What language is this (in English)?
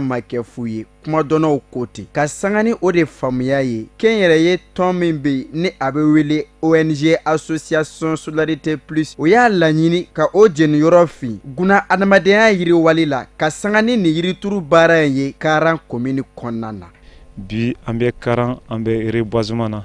Bambara